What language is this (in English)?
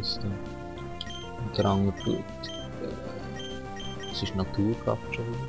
Swiss German